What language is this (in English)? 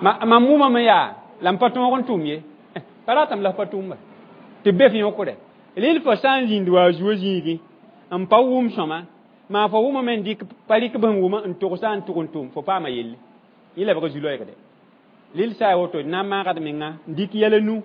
Mossi